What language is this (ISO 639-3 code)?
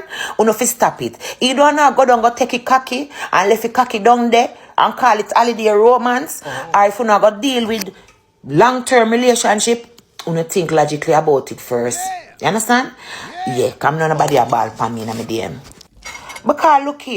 jam